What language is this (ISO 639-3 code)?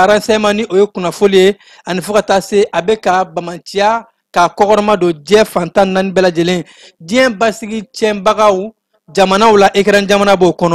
bam